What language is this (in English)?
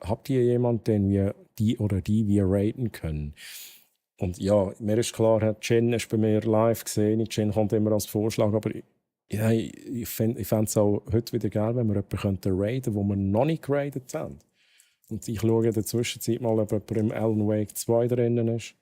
Swiss German